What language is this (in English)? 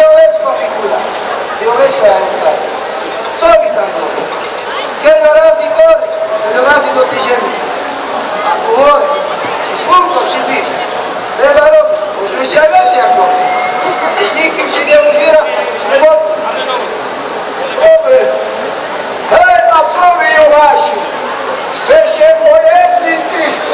Slovak